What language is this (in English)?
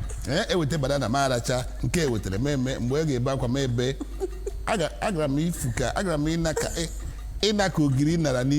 Igbo